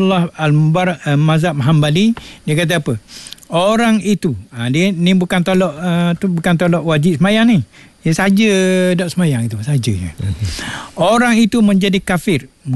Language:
Malay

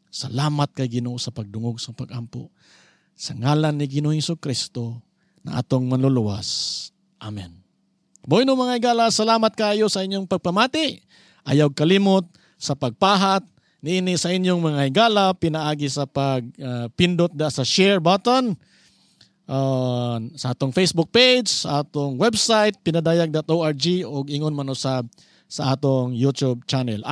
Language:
Cebuano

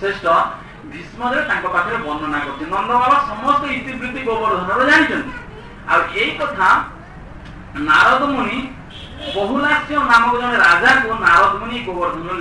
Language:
Odia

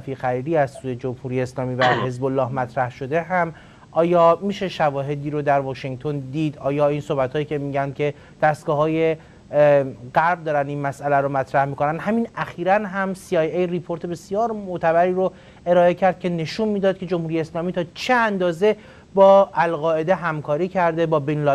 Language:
Persian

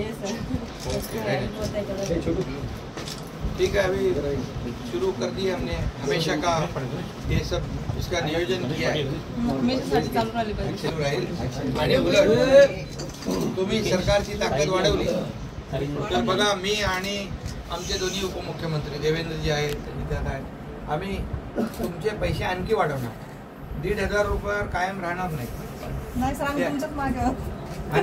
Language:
Marathi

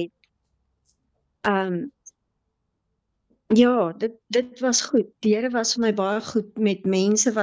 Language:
Afrikaans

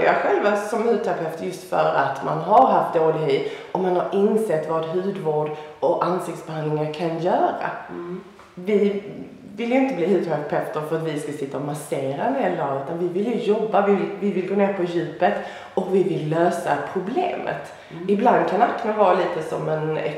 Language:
Swedish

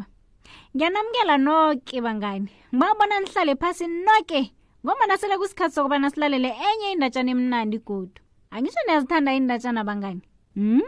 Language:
South Ndebele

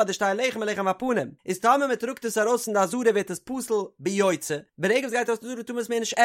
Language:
Yiddish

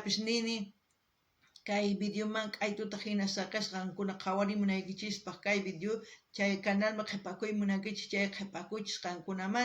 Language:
South Bolivian Quechua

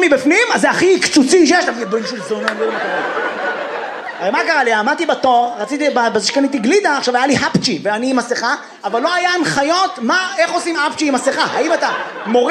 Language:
Hebrew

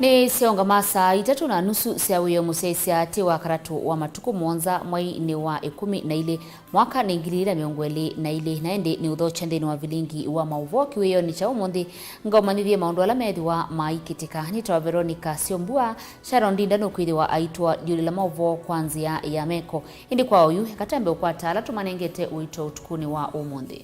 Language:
Kamba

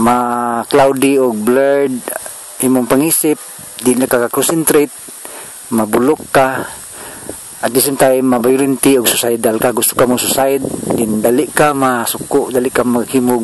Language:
Cebuano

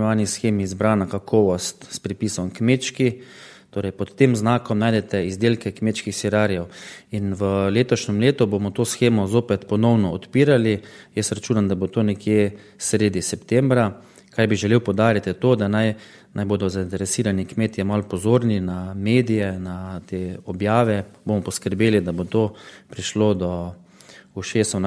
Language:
Slovenian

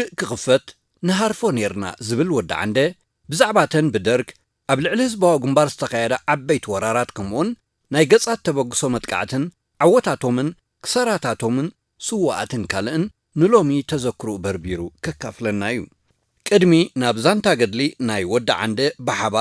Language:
Tigrinya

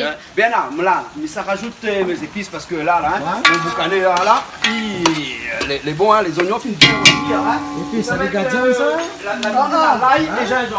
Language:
Réunion Creole French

